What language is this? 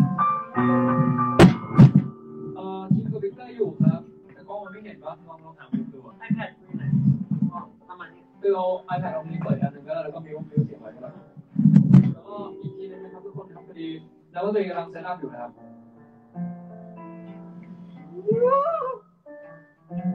Thai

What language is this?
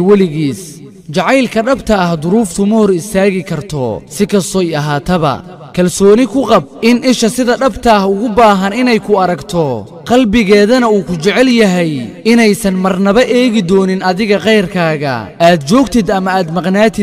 Somali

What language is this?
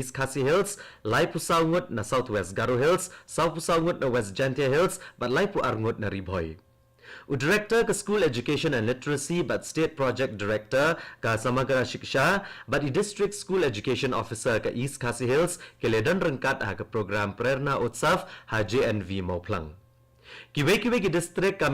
Khasi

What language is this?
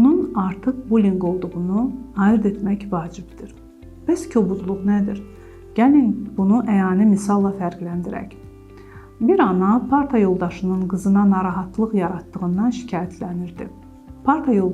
Azerbaijani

